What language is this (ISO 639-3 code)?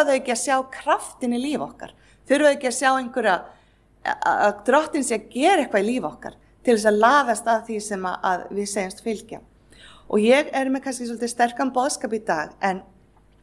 isl